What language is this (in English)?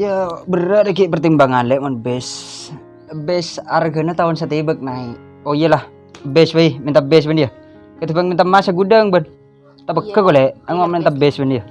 Madurese